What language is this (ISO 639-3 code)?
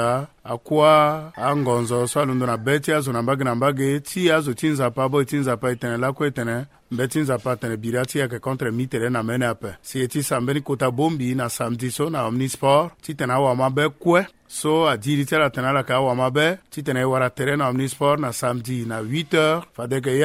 sag